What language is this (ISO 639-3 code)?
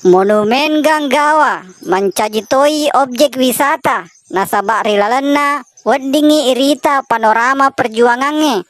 bug